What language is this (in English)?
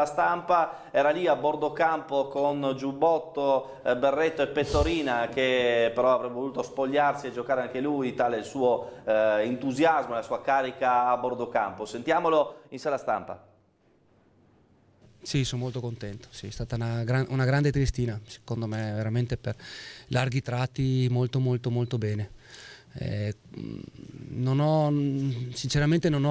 Italian